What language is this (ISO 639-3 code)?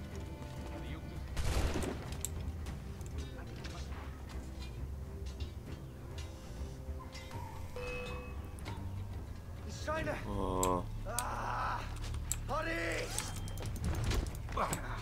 deu